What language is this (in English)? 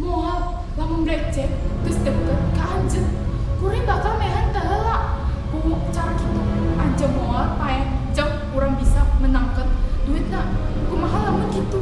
Sundanese